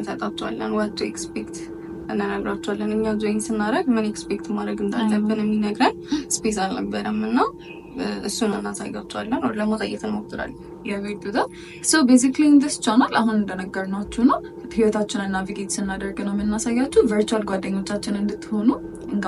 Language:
Amharic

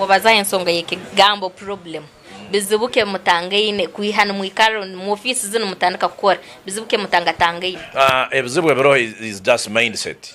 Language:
Nyankole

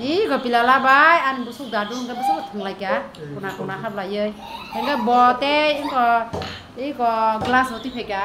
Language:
Kok Borok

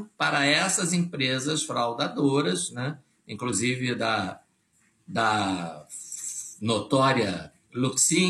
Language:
Portuguese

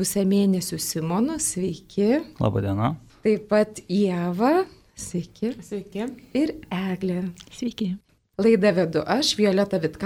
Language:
Lithuanian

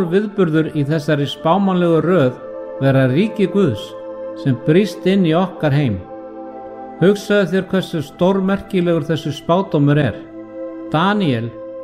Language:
Icelandic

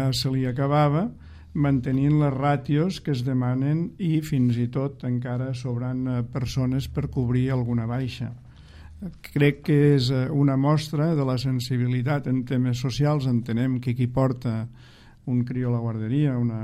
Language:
Catalan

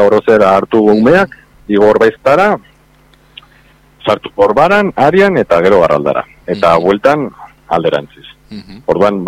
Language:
Basque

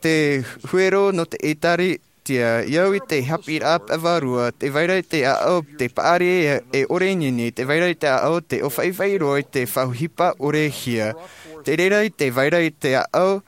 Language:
Tahitian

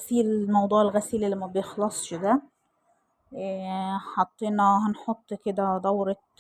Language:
Egyptian Arabic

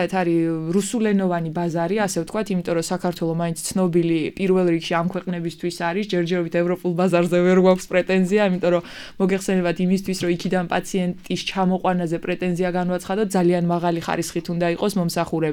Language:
Georgian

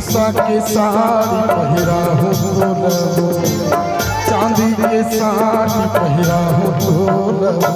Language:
Chhattisgarhi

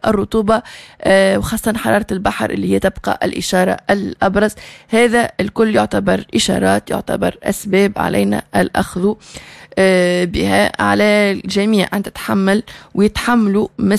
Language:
Tunisian Arabic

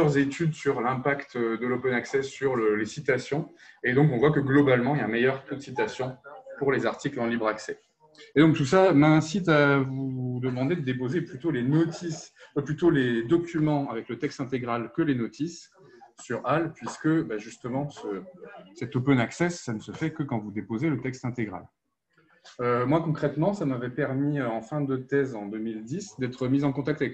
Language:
French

